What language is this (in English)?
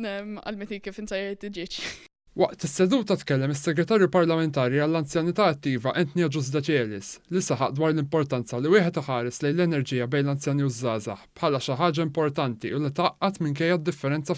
Maltese